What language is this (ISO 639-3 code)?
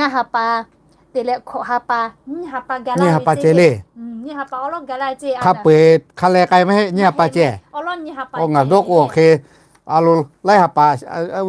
lhu